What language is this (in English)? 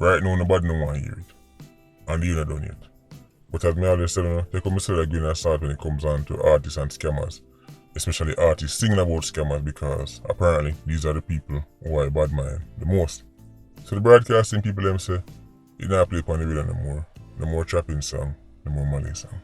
Jamaican Creole English